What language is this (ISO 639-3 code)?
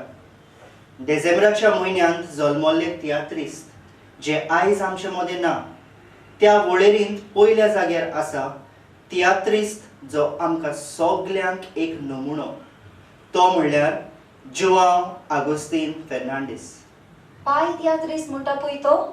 kok